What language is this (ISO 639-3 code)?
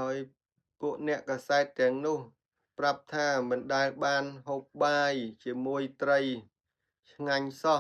khm